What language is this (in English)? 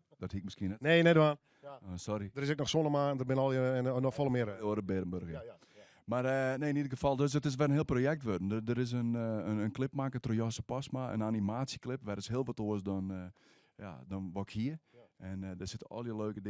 Western Frisian